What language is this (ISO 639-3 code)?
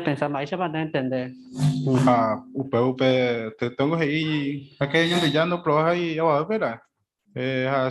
grn